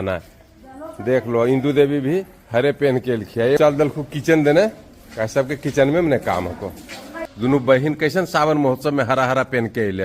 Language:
Magahi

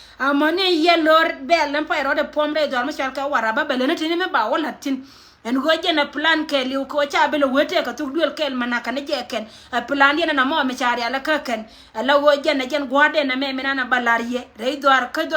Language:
Nuer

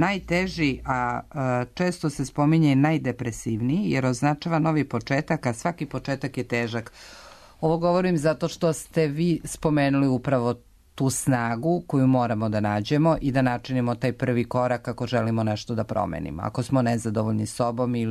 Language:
Serbian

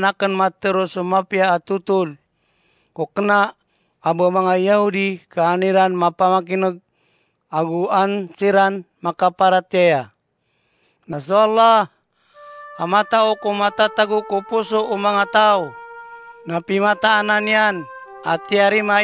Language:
Maranao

